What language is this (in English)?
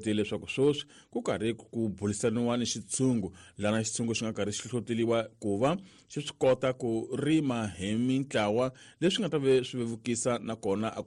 Tsonga